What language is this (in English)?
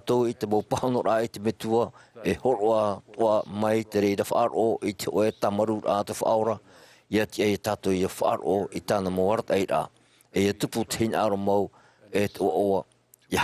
Tahitian